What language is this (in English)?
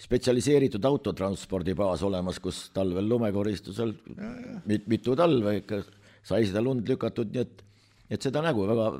Estonian